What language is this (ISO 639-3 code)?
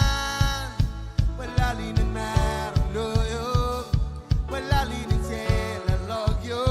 mah